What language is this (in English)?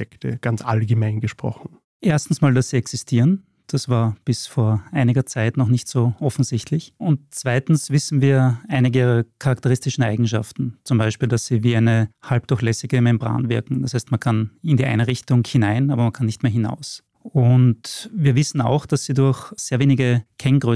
German